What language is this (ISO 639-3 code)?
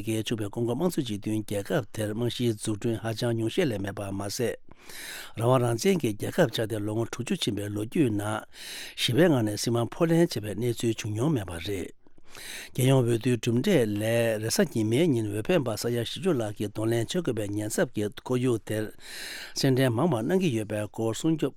bod